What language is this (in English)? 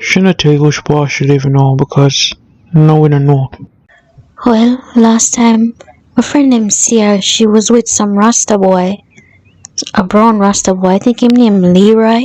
Jamaican Creole English